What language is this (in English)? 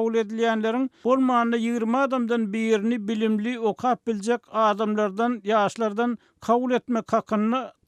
Turkmen